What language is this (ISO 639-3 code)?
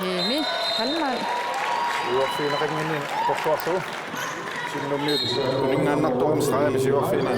kal